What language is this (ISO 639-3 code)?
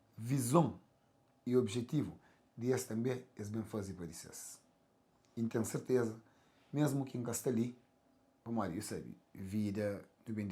kea